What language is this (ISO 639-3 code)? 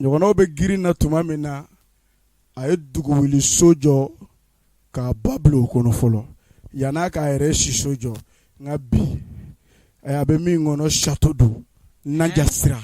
bam